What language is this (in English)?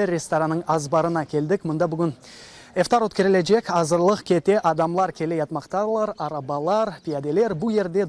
Crimean Tatar